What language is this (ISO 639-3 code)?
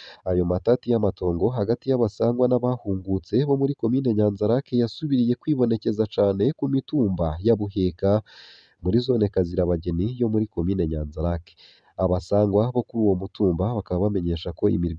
run